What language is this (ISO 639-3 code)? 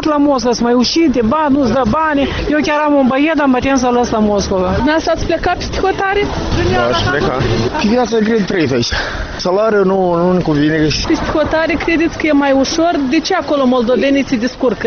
ron